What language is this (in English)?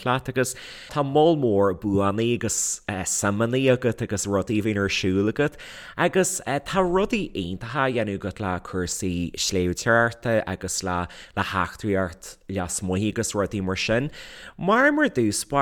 Irish